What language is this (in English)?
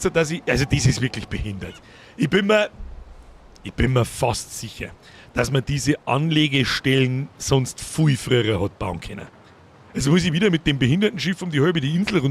Bavarian